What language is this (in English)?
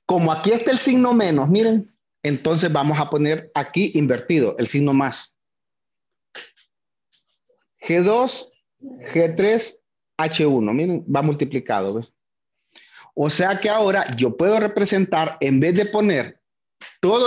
Spanish